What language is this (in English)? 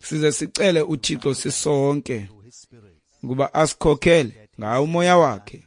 Xhosa